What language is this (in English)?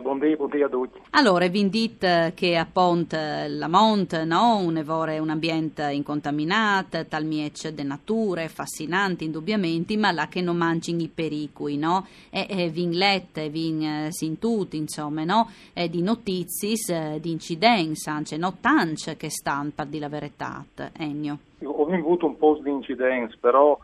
Friulian